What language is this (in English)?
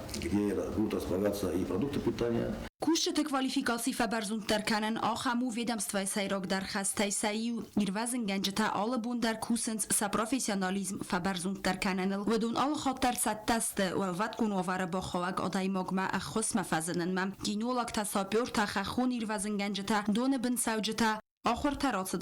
Ossetic